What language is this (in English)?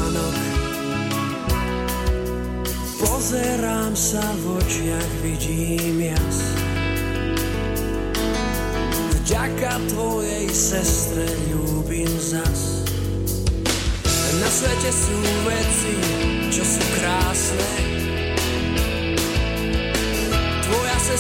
Slovak